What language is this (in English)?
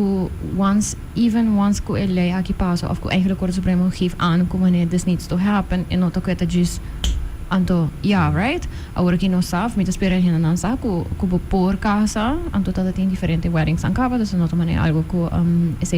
Papiamento